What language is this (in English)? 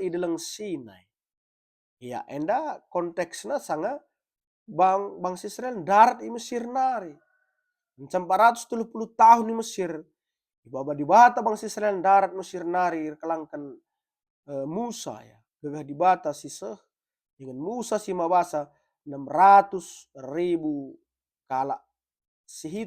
Batak Karo